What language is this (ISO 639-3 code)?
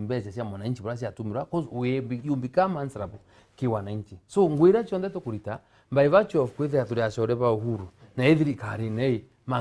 mer